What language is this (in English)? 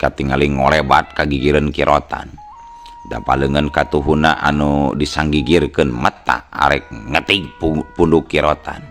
Sundanese